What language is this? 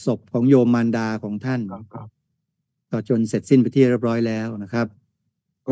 Thai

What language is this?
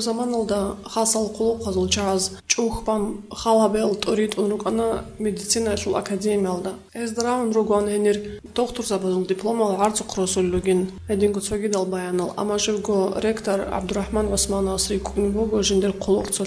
Avaric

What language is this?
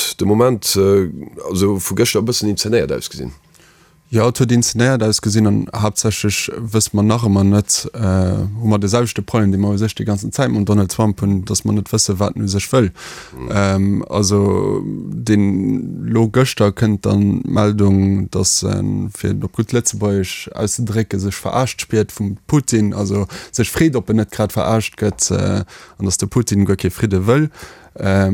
Luxembourgish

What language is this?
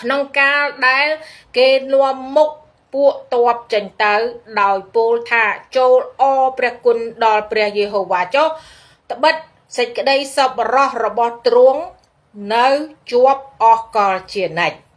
Khmer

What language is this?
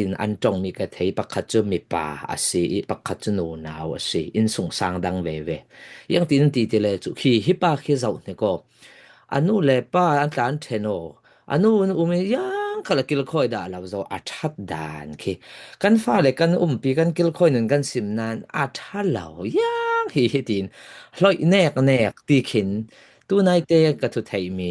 Falam Chin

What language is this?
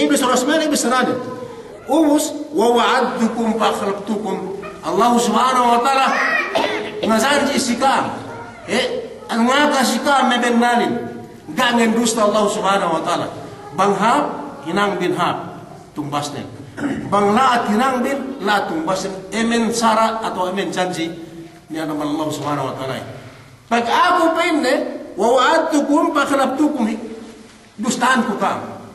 Yakan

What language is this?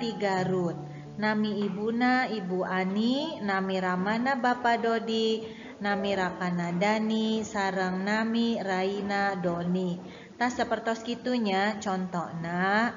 Sundanese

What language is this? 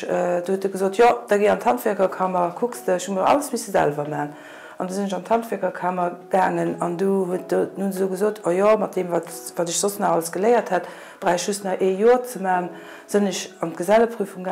Luxembourgish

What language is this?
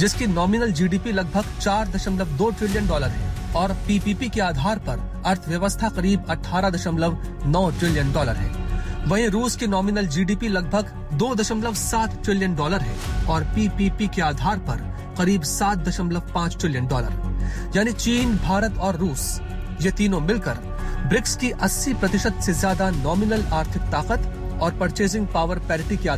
Hindi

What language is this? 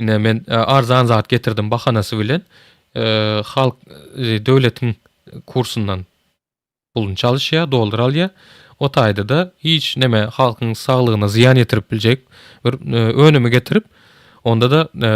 Turkmen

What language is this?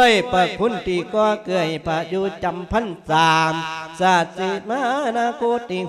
Lao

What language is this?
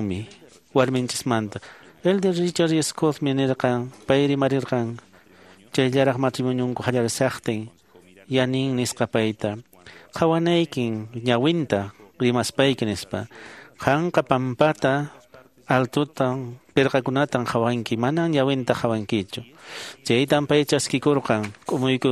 Quechua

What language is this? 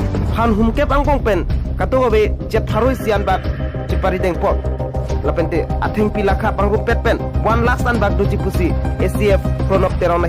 Karbi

